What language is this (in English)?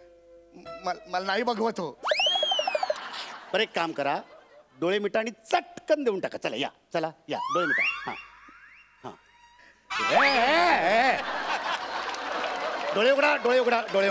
Marathi